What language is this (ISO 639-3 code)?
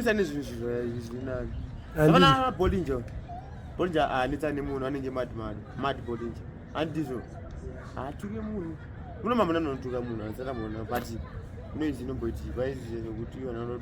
sna